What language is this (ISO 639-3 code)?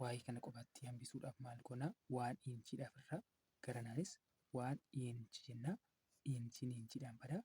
orm